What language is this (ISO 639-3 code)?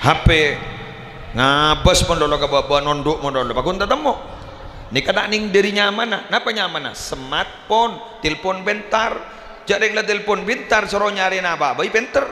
mad